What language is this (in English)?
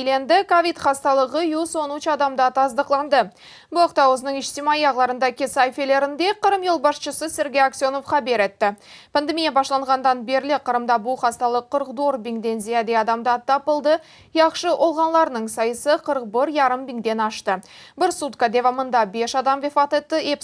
Crimean Tatar